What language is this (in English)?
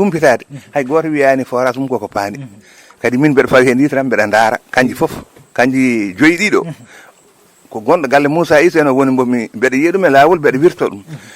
Fula